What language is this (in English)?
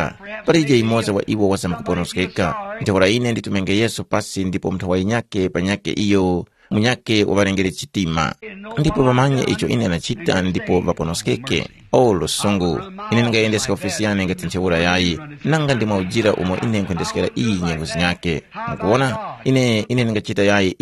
Tumbuka